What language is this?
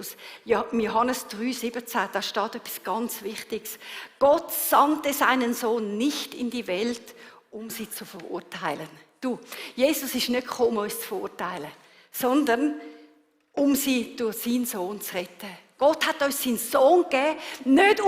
Swiss German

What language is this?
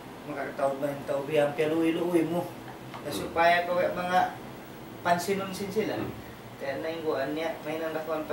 Tausug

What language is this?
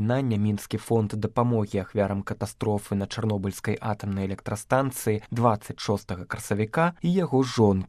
Belarusian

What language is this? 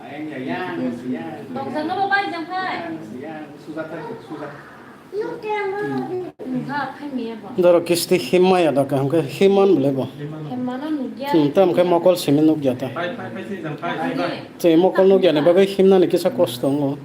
Kok Borok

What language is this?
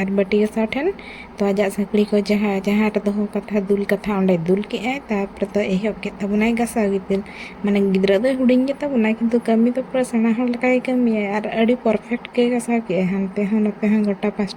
Santali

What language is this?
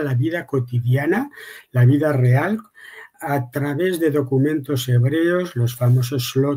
Ladino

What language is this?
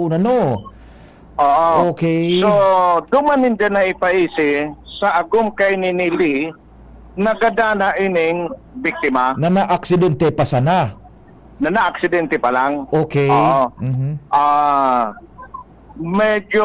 Bikol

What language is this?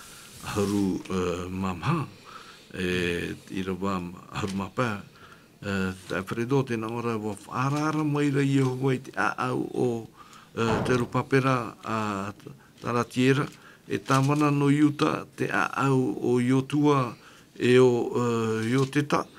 Tahitian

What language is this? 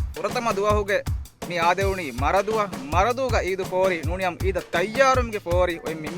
Divehi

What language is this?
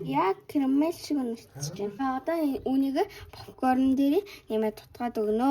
Mongolian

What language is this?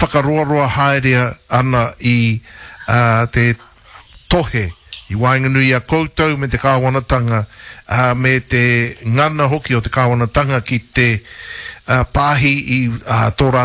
Māori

